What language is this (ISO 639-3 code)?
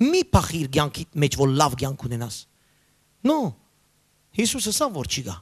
hyw